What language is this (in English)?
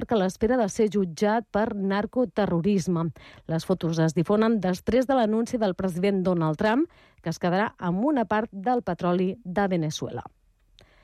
Catalan